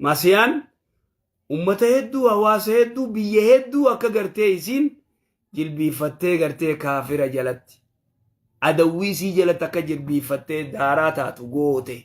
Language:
Oromo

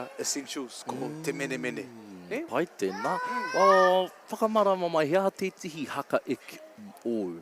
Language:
Māori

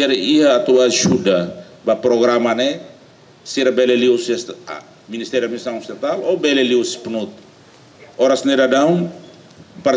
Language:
Tetum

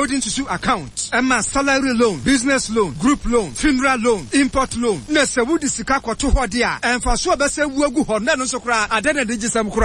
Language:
Akan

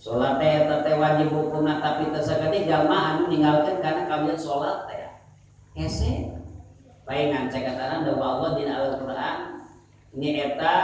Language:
Sundanese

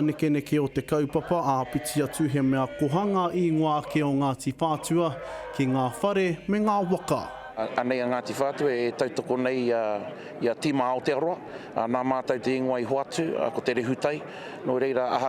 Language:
Māori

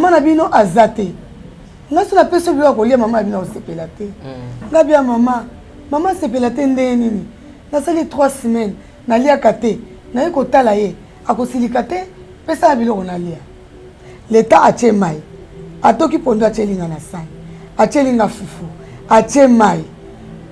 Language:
Lingala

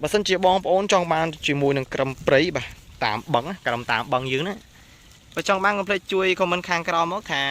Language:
Khmer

